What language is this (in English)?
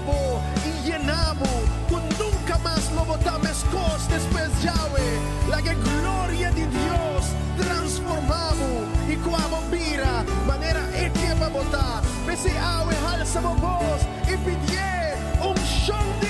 Papiamento